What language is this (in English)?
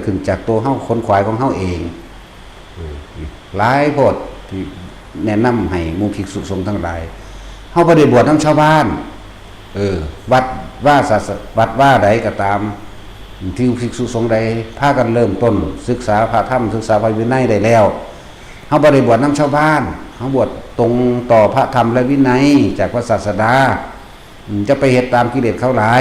Northeastern Thai